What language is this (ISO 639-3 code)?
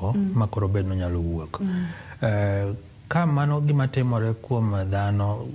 luo